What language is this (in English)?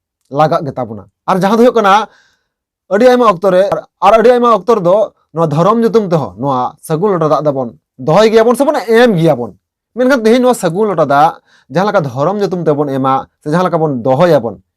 Santali